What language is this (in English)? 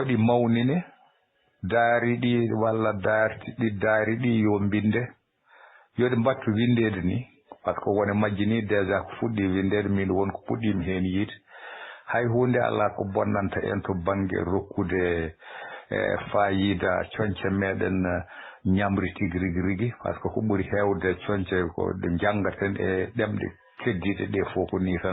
Fula